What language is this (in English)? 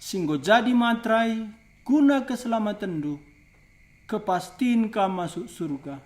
Batak Karo